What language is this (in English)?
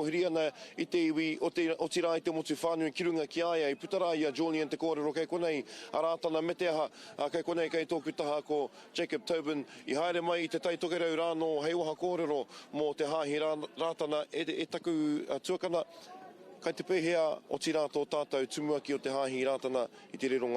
Māori